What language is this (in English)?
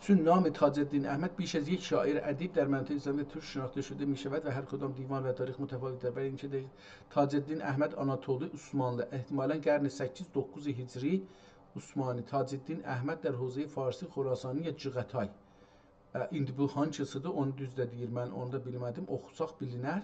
South Azerbaijani